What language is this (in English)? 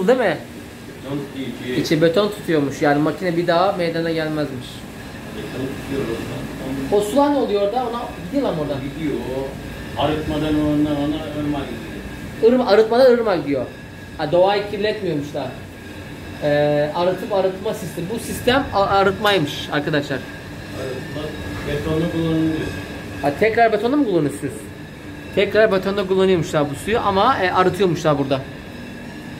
Turkish